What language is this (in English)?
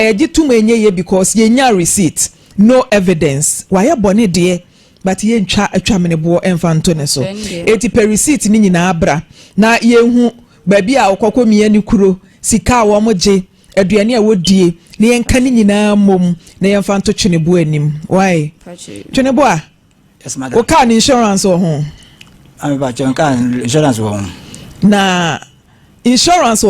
Akan